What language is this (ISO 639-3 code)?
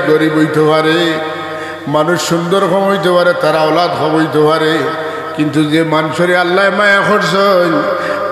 syl